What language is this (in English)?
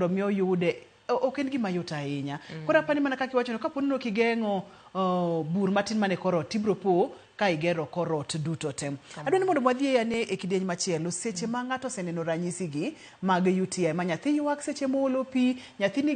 Luo (Kenya and Tanzania)